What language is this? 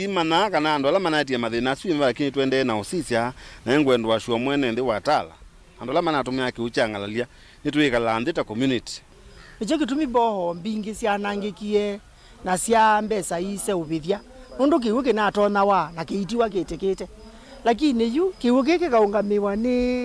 Kamba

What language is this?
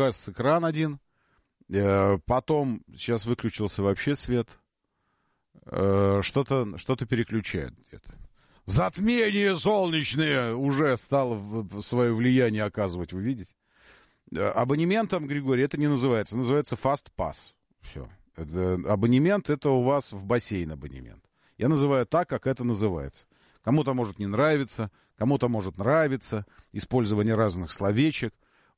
Russian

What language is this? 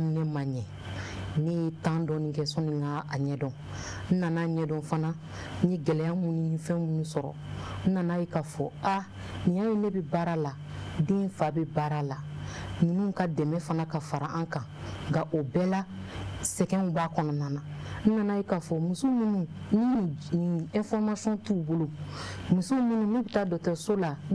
Bambara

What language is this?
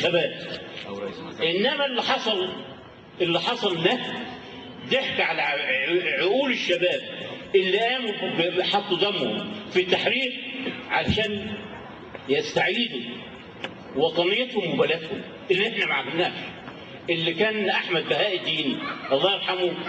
Egyptian Arabic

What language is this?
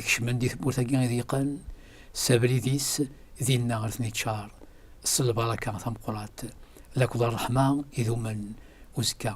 Kabyle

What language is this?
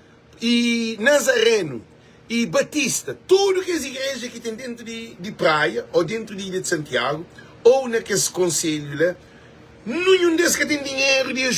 Kabuverdianu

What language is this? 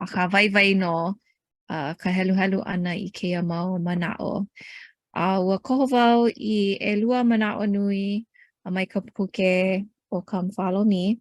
Hawaiian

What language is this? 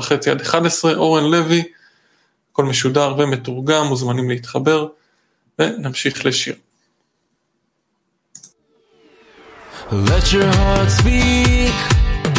Hebrew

